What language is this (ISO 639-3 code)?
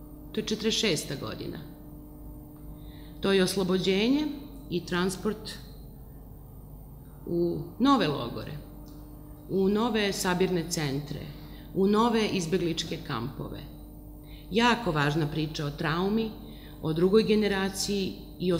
srp